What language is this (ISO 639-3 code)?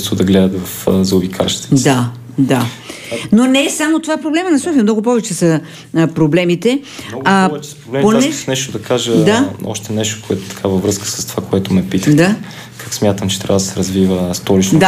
bul